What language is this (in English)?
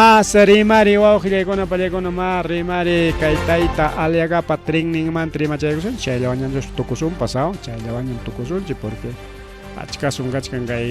Ayacucho Quechua